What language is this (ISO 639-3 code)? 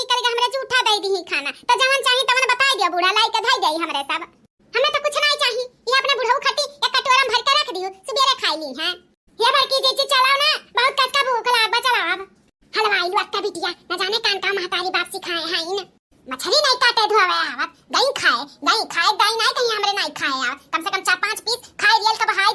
bho